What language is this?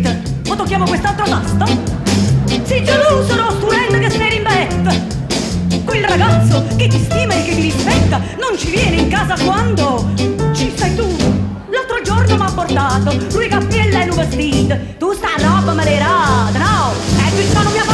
Neapolitan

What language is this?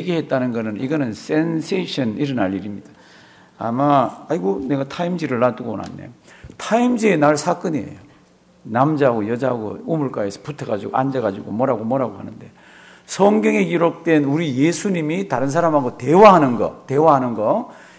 Korean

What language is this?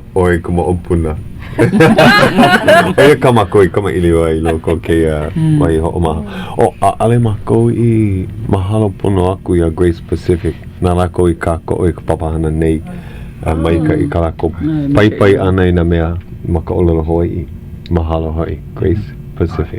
Hawaiian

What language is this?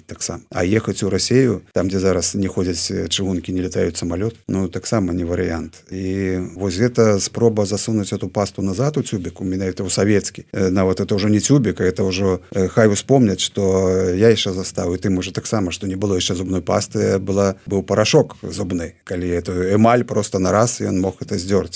Belarusian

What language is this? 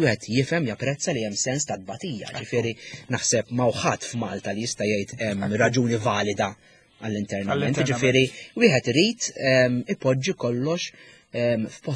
Maltese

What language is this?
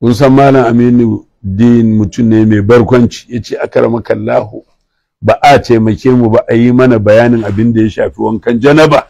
Hausa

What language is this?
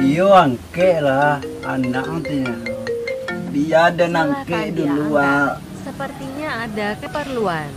Minangkabau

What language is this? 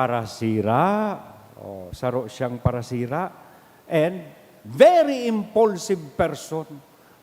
Bikol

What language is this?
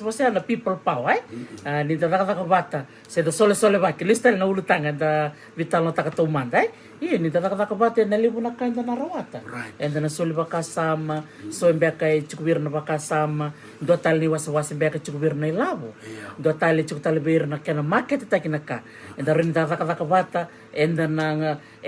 Fijian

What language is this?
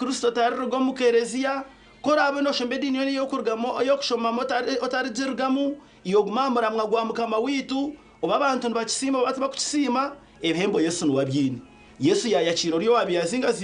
Nyankole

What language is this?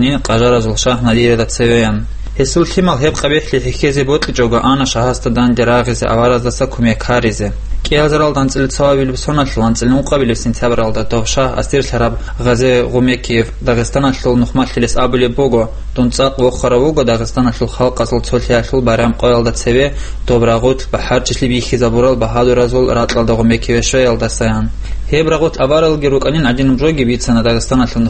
Avaric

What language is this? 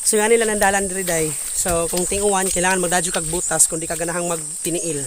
Cebuano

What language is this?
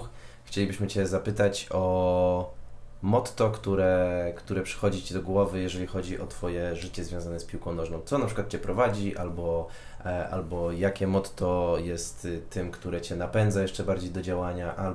Polish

